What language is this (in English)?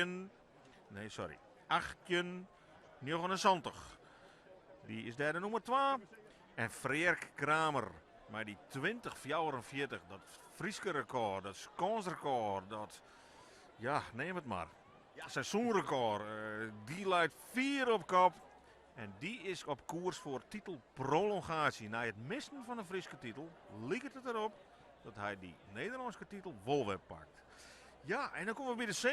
Western Frisian